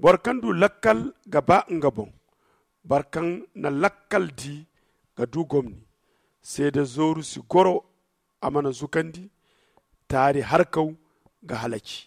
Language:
Zarma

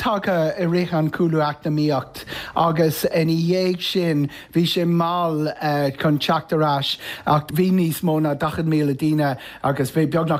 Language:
Irish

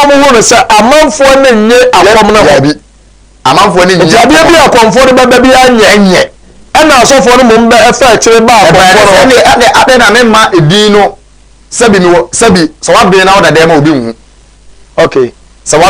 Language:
Akan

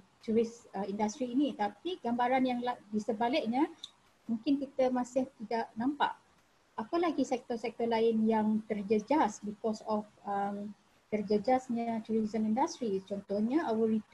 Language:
Malay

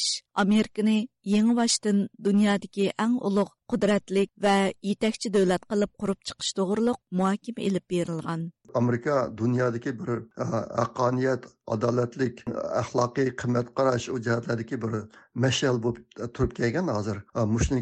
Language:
Uyghur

